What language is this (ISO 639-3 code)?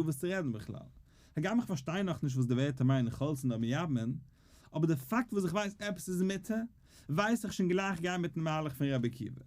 yid